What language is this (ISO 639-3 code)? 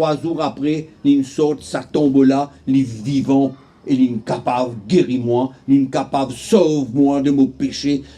mfe